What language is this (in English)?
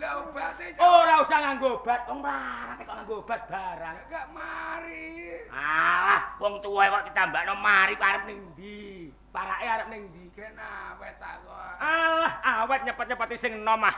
Javanese